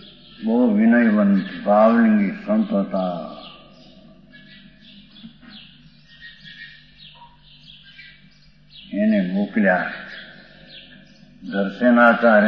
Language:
Gujarati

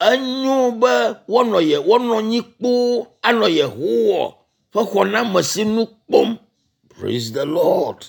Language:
Ewe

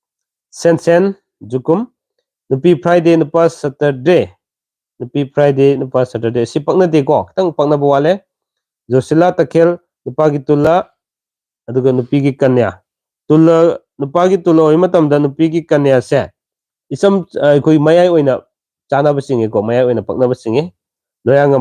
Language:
Manipuri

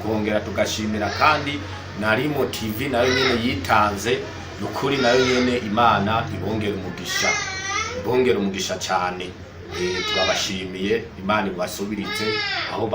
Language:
Rundi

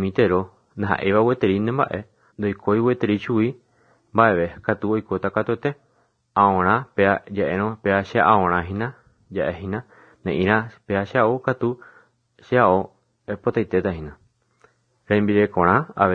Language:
Guarani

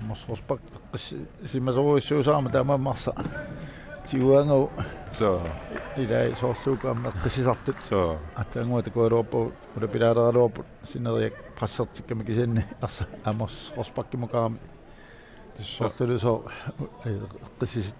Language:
Kalaallisut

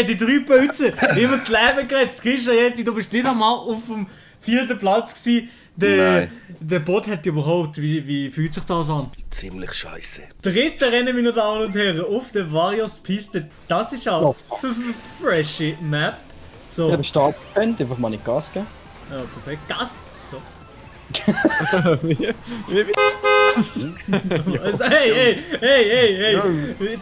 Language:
Swiss German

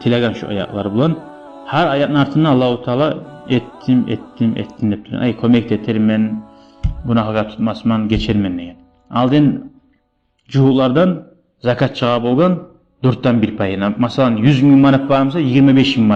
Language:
Kumyk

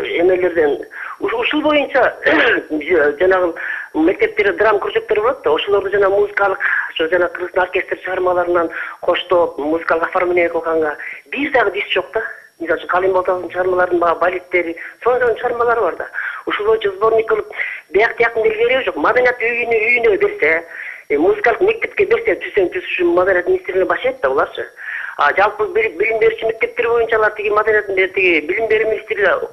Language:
Kyrgyz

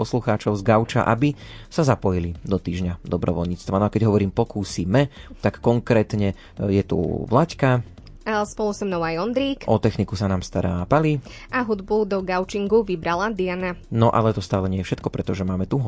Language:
Slovak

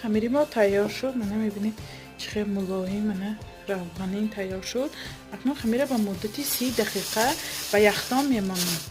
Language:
Tajik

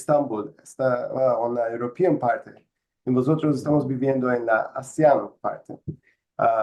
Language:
Ladino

